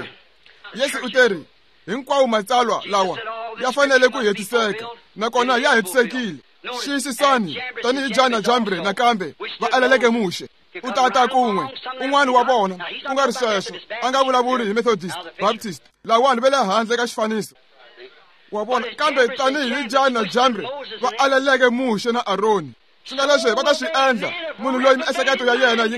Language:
Tsonga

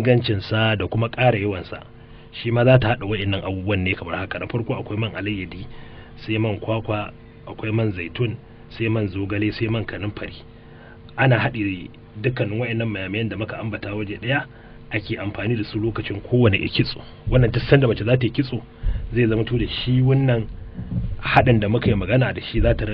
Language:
Hausa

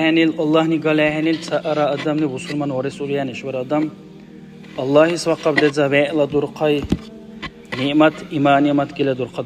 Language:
Dargwa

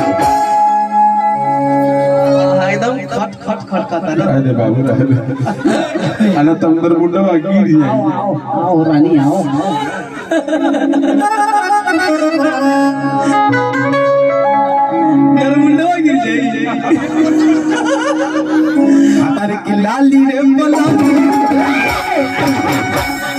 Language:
Bhojpuri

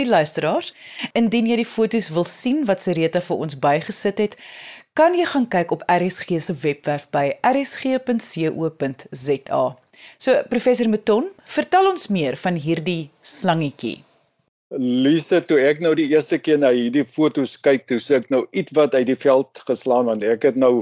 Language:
Afrikaans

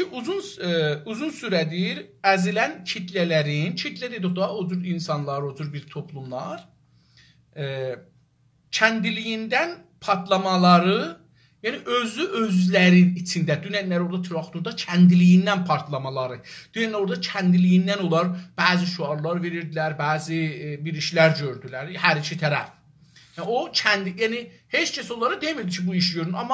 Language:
South Azerbaijani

